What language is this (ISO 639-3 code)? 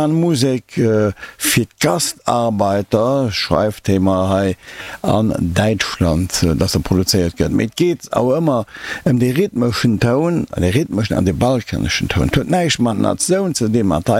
ltz